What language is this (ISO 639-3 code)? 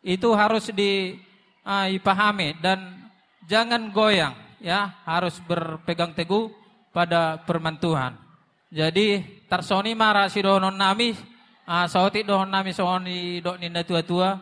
bbc